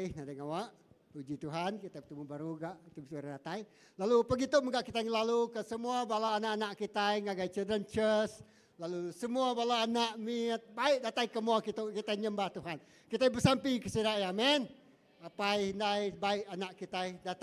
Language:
Iban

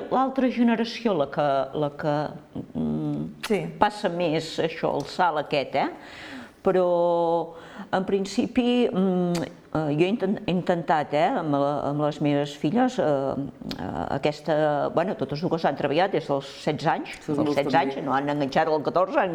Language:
Catalan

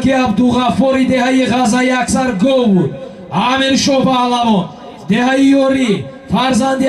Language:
Tajik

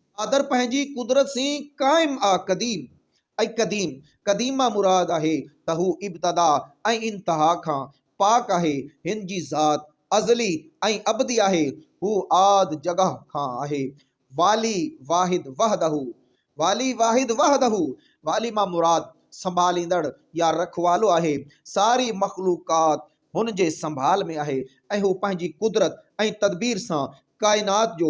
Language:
Sindhi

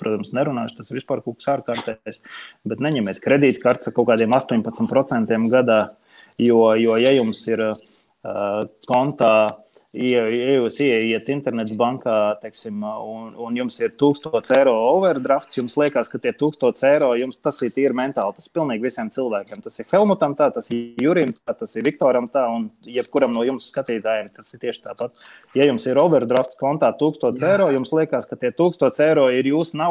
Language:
Latvian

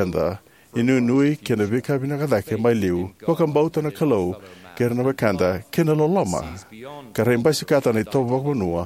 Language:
Fijian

